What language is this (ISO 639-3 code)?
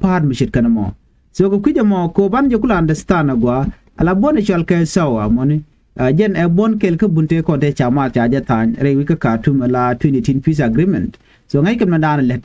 nus